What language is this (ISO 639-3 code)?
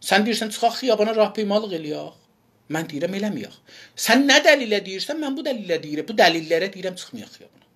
azb